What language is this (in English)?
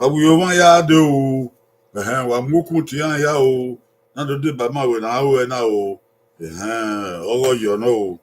Bini